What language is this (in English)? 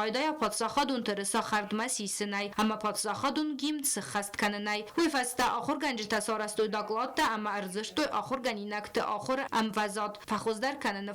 Ossetic